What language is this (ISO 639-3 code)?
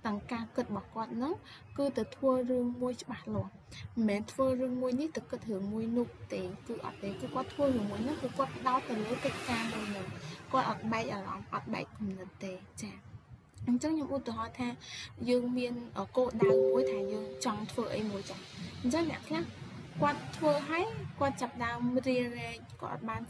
khm